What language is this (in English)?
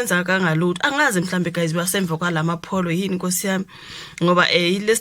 Zulu